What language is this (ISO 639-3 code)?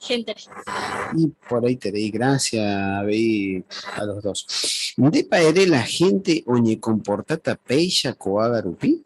grn